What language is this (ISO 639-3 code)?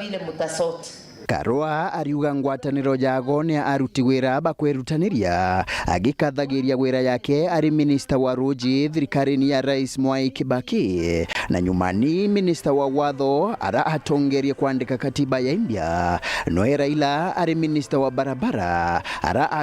mer